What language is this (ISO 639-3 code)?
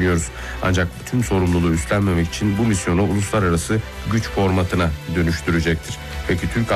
tur